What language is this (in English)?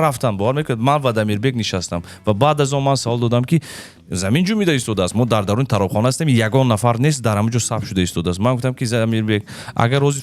Tajik